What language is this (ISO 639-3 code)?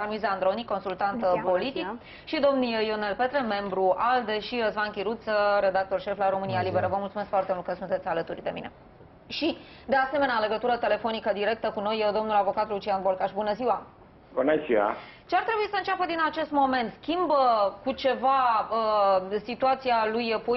ron